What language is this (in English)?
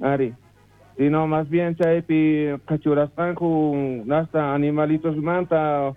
South Bolivian Quechua